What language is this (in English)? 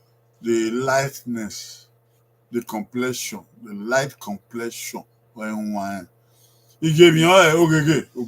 Bini